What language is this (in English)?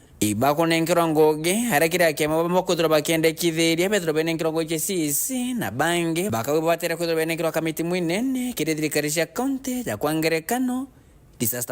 Meru